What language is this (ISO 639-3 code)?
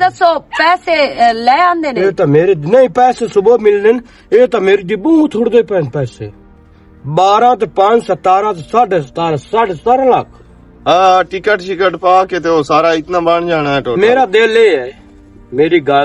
lah